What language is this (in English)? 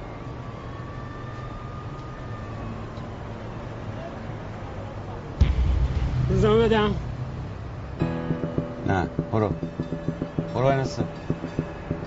Persian